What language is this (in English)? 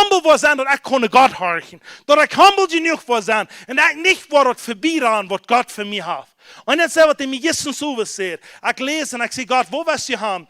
Plautdietsch